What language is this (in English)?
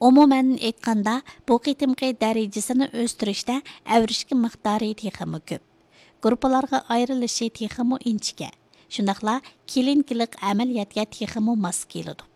Uyghur